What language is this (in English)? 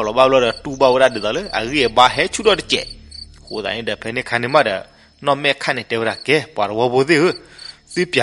S'gaw Karen